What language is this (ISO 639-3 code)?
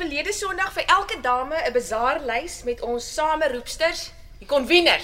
afr